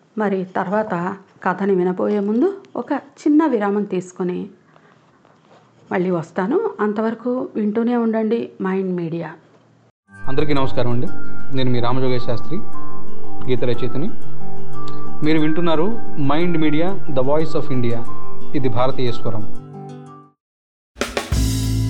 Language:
Telugu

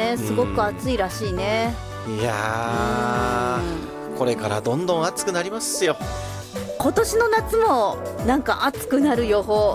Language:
Japanese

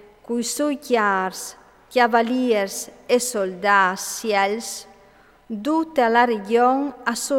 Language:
Friulian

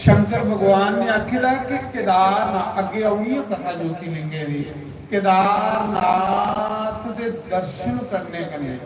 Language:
Dogri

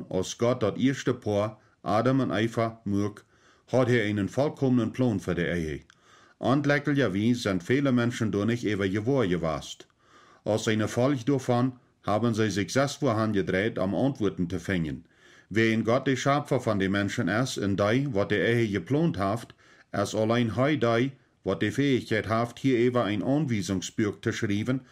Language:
Plautdietsch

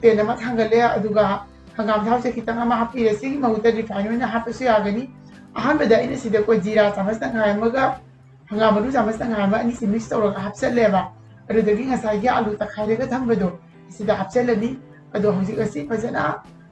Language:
Manipuri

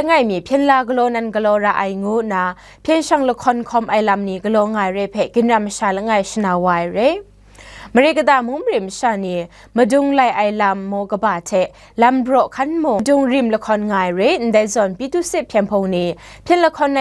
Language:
Kachin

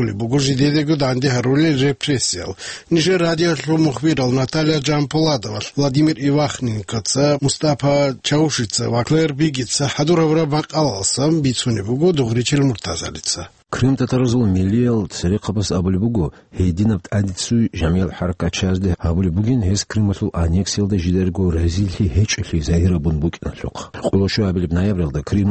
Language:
Avaric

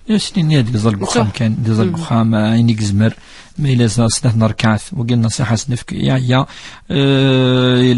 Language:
Kabyle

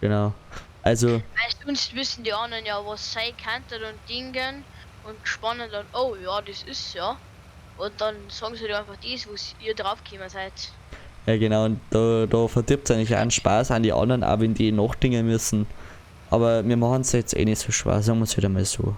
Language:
Bavarian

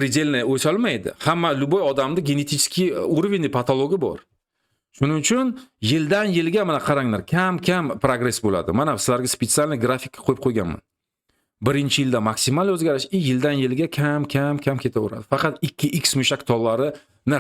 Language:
Uzbek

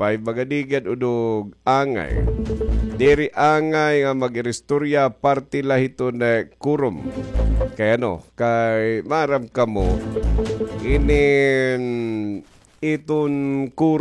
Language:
Waray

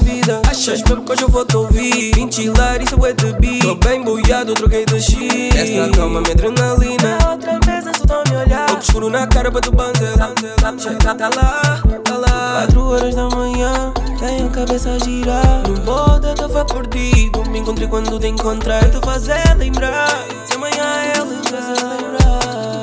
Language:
Portuguese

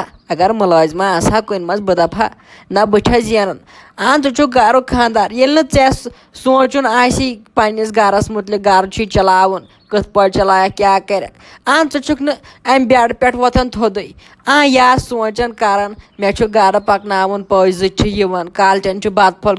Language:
Kashmiri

